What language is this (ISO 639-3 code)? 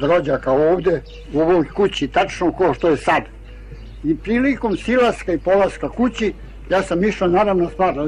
srp